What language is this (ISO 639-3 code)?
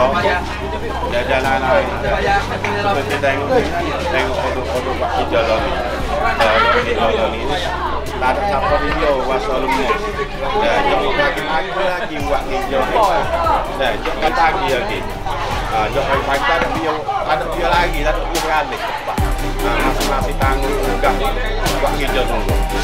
msa